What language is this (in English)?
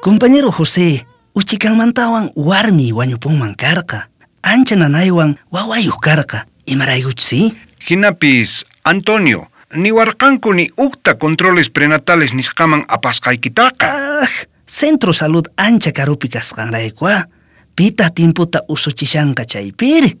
South Bolivian Quechua